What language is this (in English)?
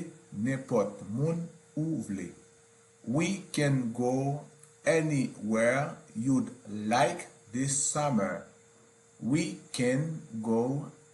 Haitian Creole